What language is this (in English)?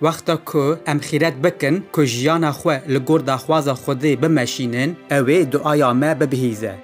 Kurdish